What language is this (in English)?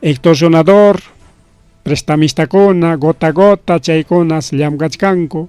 Ayacucho Quechua